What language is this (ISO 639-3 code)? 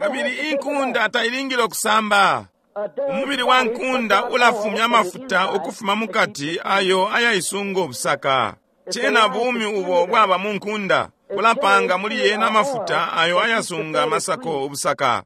bem